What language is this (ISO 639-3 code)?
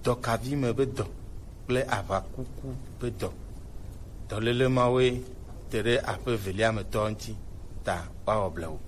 gej